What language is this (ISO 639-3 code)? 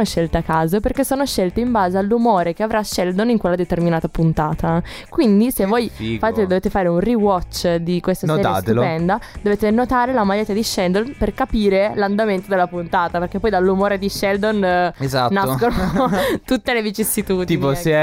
ita